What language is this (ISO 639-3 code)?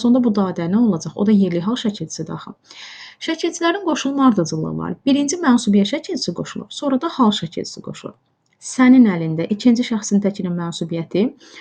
aze